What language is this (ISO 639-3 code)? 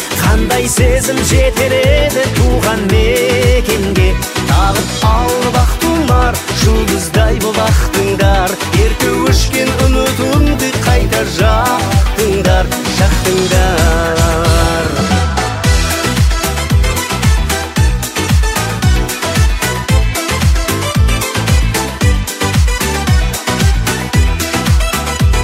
kaz